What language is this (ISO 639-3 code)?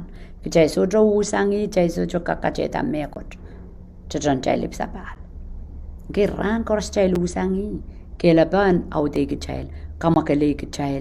pon